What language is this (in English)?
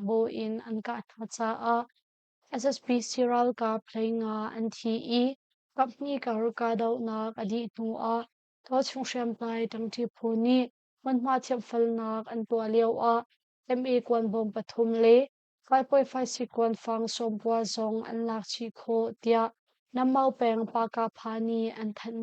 Hakha Chin